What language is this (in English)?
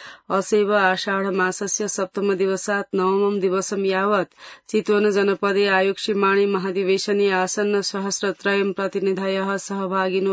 Sanskrit